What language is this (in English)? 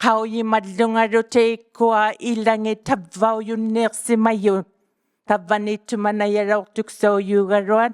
Inuktitut